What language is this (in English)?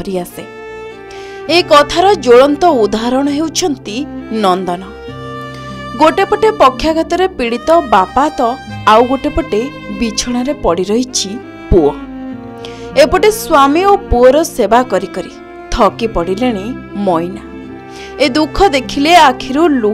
Odia